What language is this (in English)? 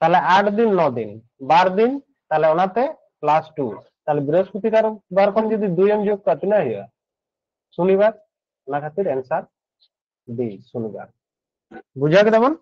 Santali